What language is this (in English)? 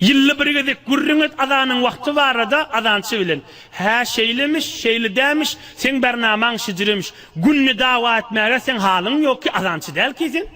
Turkmen